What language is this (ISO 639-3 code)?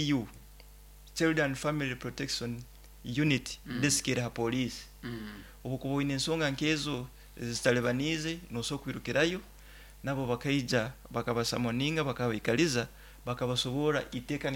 nyo